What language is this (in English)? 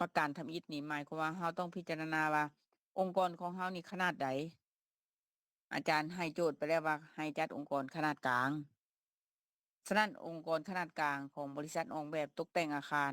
Lao